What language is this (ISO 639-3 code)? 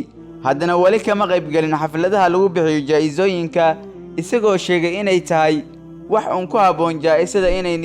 som